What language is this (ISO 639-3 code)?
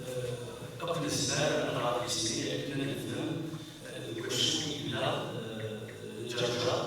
kab